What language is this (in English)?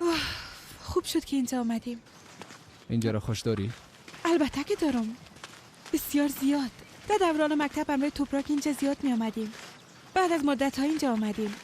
Persian